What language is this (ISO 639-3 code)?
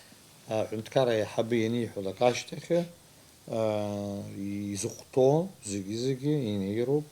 abk